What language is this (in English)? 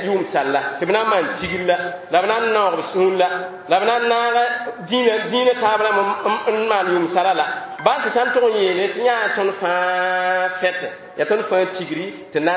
Mossi